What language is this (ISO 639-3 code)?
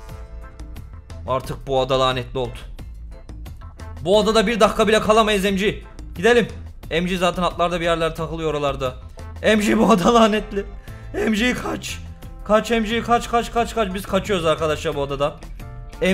tur